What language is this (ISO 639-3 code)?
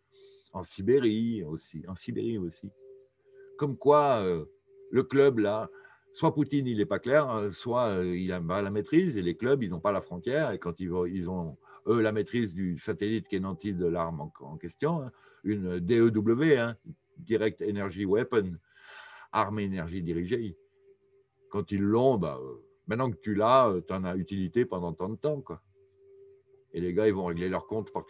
fra